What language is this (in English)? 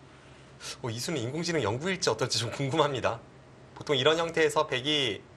Korean